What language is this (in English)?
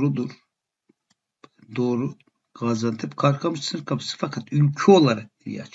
Turkish